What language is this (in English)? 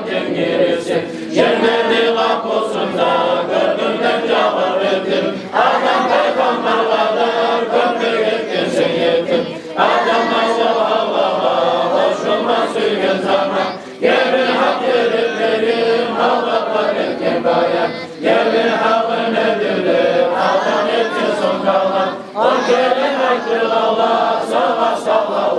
Kumyk